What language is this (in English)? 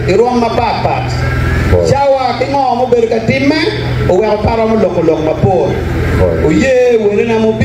Acoli